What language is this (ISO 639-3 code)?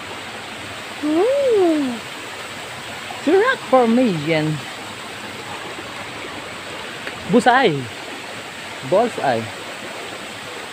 fil